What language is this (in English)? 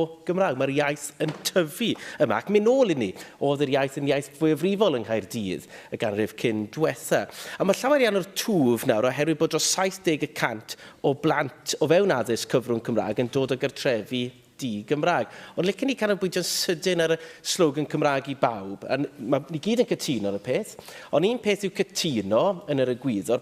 Welsh